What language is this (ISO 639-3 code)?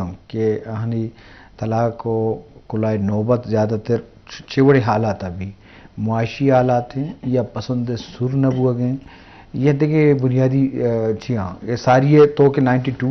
bgp